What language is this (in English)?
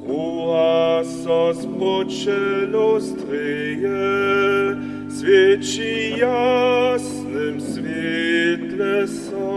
Upper Sorbian